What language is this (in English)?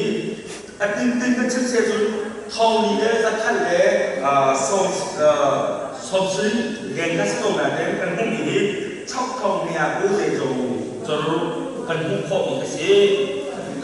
Hakha Chin